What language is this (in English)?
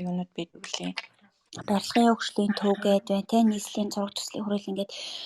Mongolian